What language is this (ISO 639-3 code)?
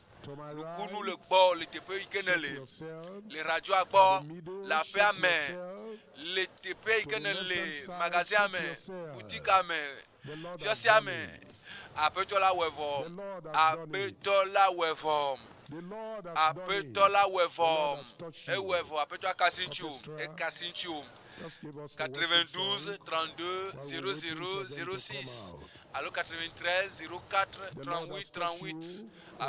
ewe